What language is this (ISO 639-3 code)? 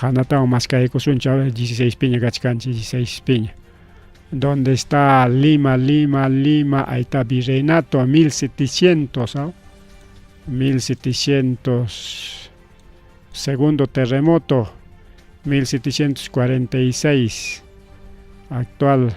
quy